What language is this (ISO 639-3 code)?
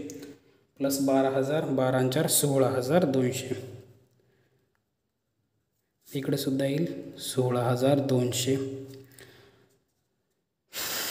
mar